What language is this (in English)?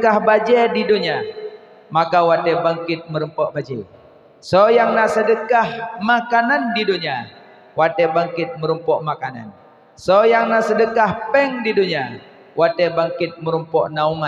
Achinese